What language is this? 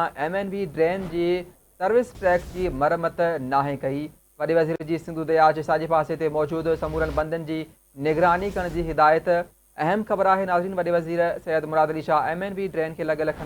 Sindhi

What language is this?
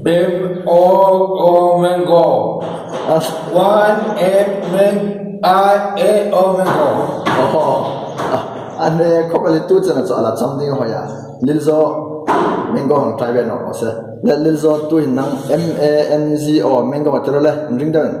Hmar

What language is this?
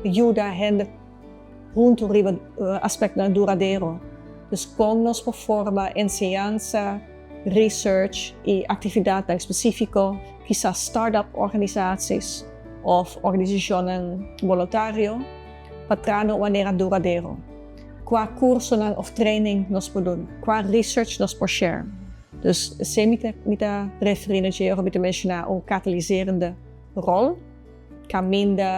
Papiamento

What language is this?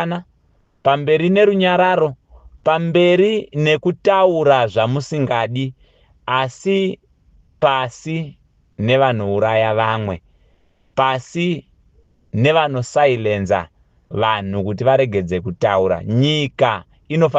Shona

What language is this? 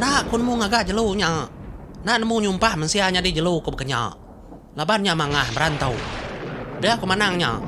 Iban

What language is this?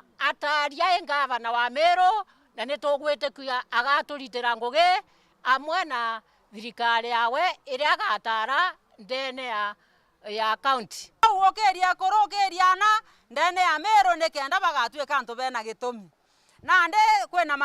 Meru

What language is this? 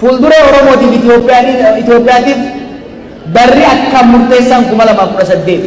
Oromo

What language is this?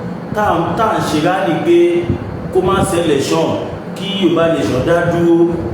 Yoruba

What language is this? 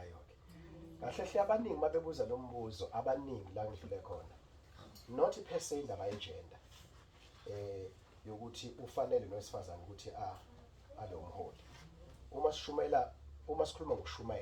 Zulu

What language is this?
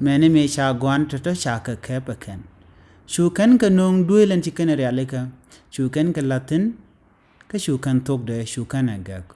Nuer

